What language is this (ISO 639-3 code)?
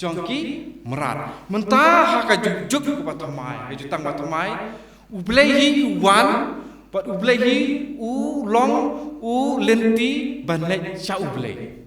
kha